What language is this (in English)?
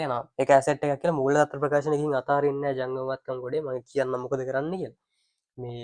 Sinhala